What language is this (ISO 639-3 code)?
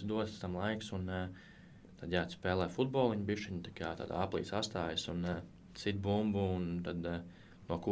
lav